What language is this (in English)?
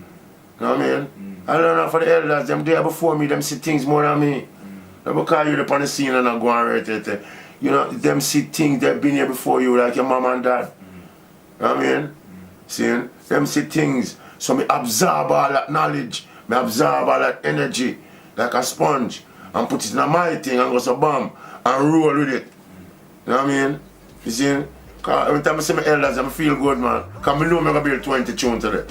Jamaican Creole English